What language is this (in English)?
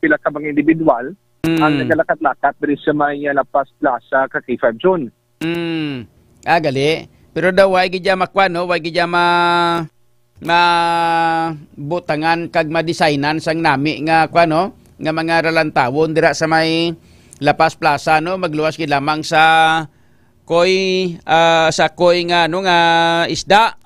Hiligaynon